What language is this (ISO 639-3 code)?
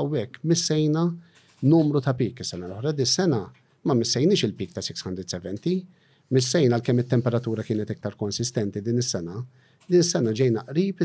mlt